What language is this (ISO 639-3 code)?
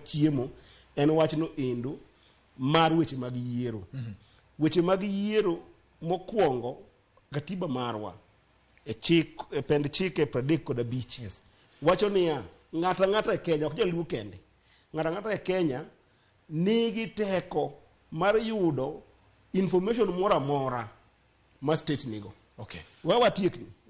luo